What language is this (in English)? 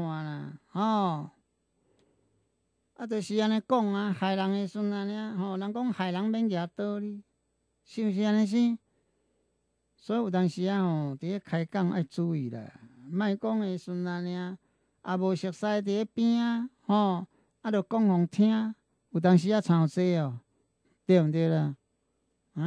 Min Nan Chinese